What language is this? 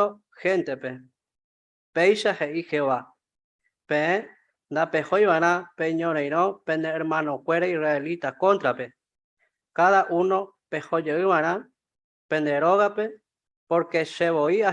Guarani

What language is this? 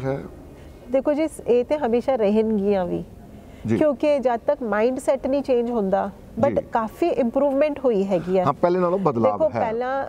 Punjabi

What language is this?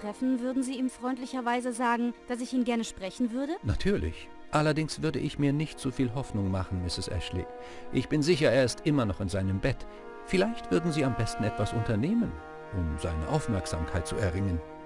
Bavarian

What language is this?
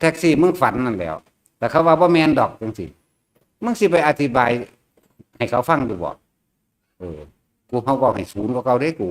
Northeastern Thai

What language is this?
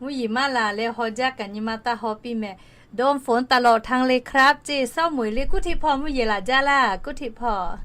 Lahu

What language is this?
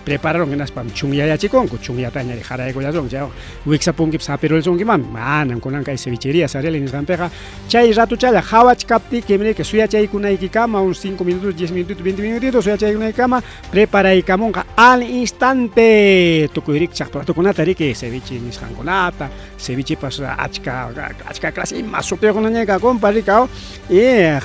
Ayacucho Quechua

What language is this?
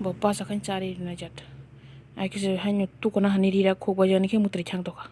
Kok Borok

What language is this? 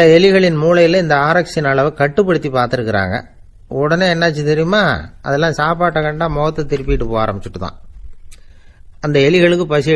Tamil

